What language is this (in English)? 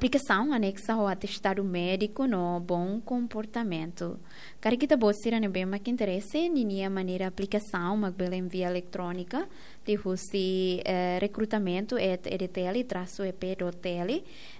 Tetum